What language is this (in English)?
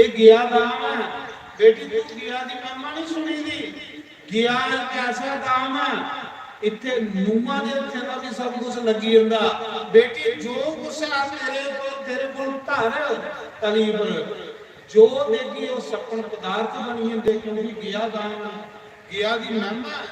Dogri